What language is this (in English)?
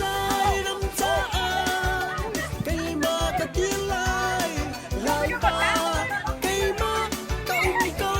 Hakha Chin